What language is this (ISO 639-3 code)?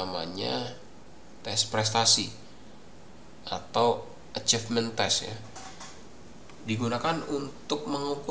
ind